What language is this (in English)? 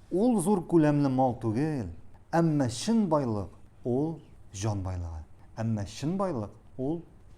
Tatar